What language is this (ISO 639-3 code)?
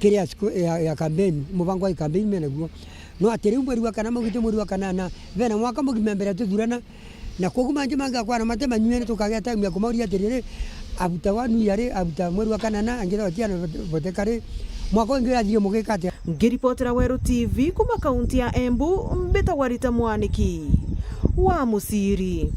mer